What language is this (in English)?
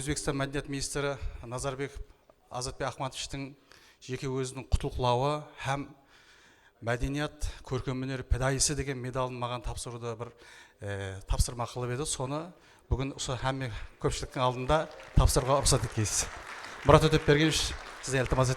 Kara-Kalpak